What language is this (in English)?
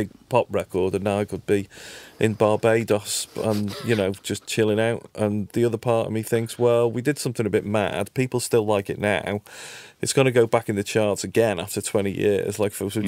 English